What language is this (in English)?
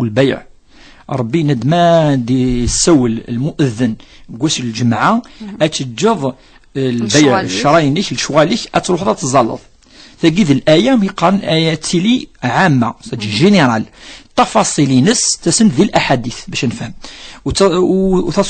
Kabyle